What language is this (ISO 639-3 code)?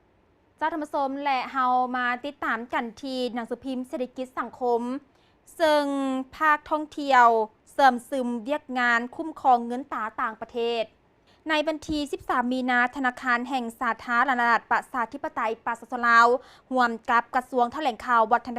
lao